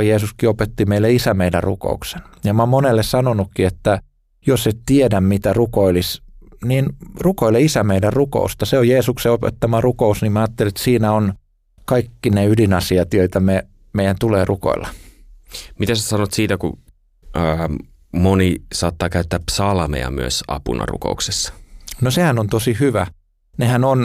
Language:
Finnish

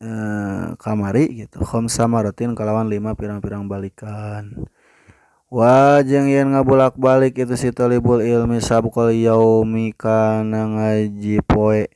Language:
Sundanese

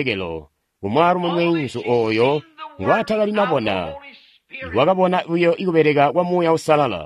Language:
Tonga (Zambia)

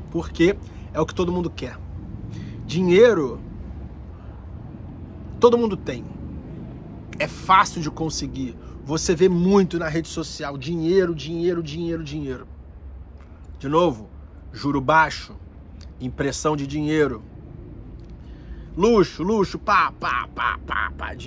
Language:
Portuguese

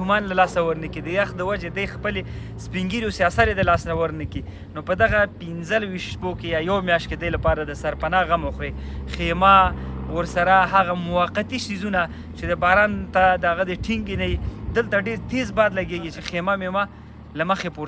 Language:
Pashto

